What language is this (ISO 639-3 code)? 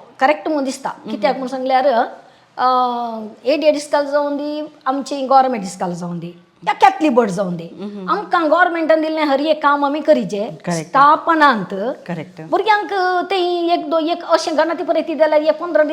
kok